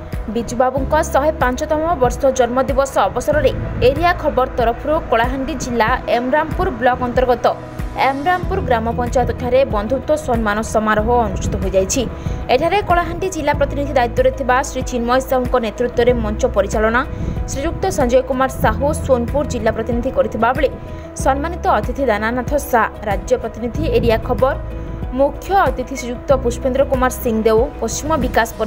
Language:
Odia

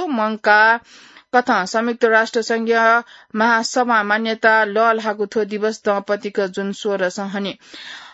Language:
Newari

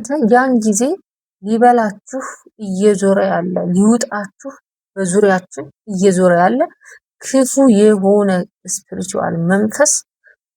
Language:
Amharic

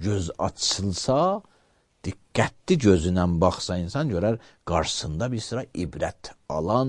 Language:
Azerbaijani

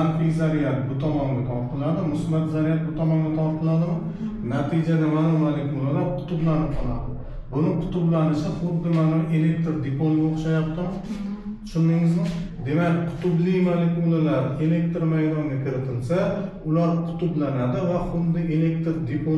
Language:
Uzbek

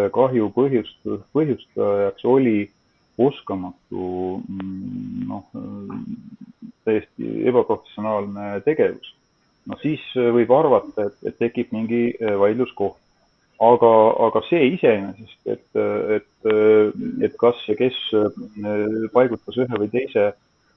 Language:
Estonian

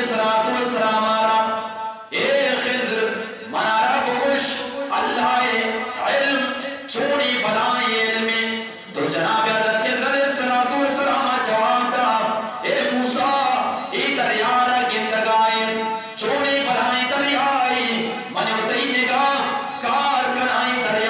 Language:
Eastern Balochi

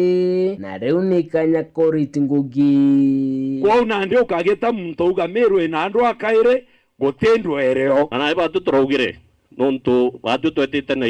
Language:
Meru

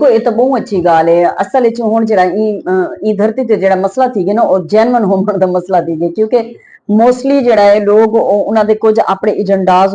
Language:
Western Panjabi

